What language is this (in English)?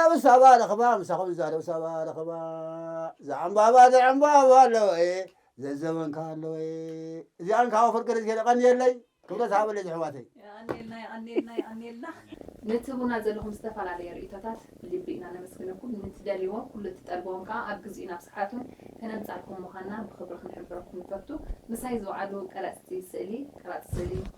Tigrinya